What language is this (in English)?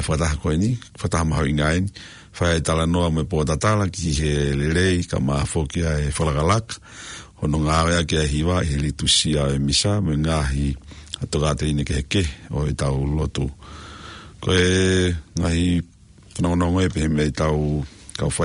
Tongan